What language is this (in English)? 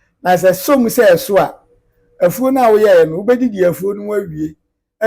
Akan